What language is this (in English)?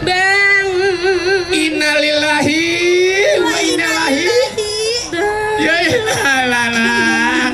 Betawi